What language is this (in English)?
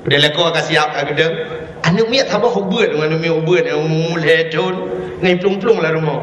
Achinese